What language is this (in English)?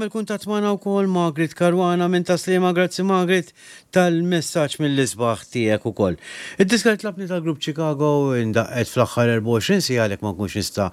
Maltese